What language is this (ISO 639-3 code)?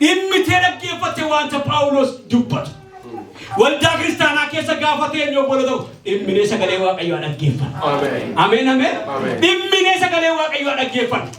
orm